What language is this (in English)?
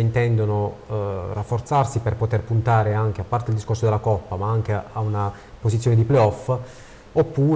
Italian